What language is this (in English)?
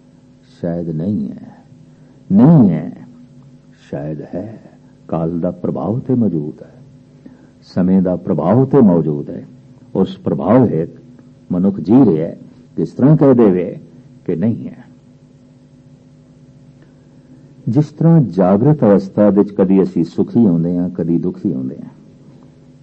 Punjabi